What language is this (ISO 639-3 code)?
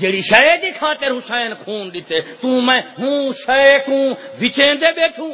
skr